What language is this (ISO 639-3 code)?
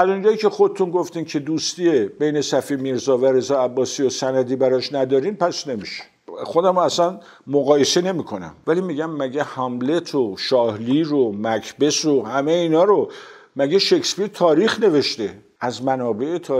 fas